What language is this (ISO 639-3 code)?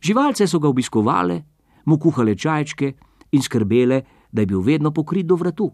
slv